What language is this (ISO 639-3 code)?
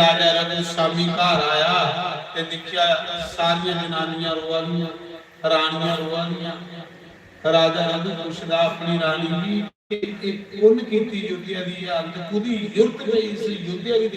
doi